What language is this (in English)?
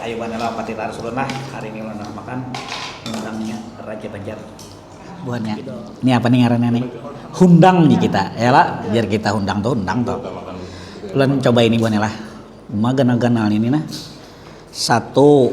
Banjar